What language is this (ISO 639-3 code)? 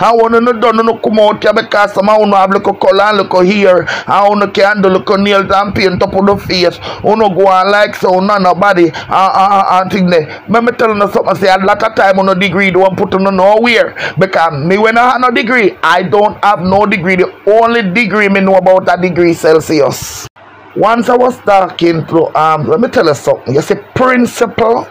jam